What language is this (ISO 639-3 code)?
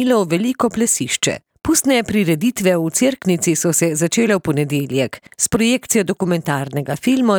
slv